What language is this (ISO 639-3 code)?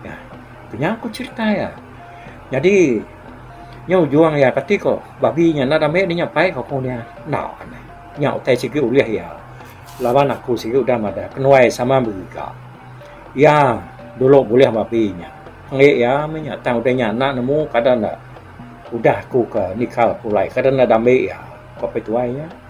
iba